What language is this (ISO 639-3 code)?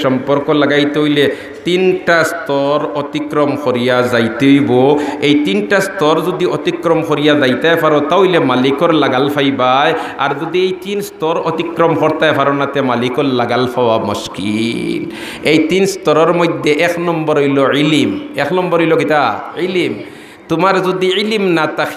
syl